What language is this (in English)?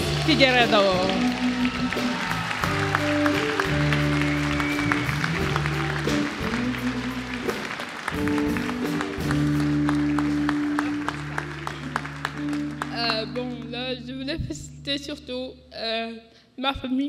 French